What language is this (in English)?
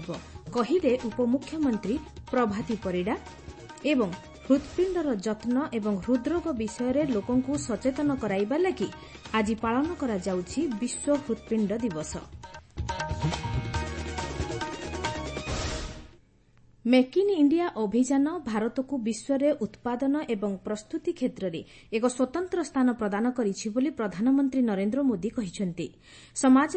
Odia